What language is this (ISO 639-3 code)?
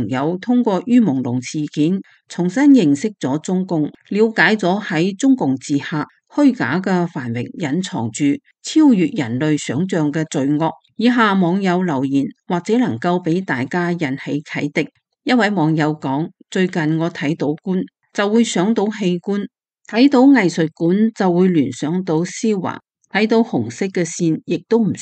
yue